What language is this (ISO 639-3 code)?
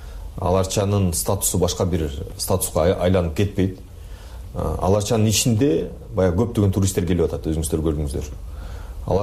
kir